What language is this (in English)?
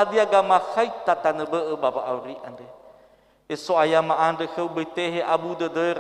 Nias